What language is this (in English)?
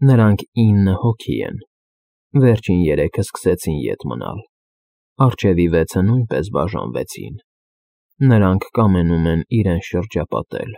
Armenian